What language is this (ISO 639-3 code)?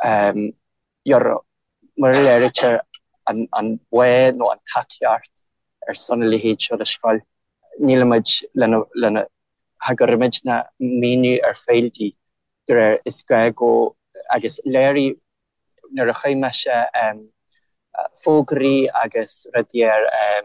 gle